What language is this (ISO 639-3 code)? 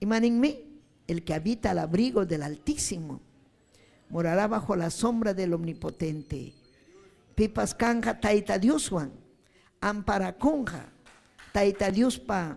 quy